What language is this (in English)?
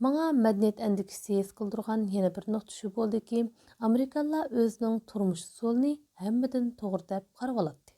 Uyghur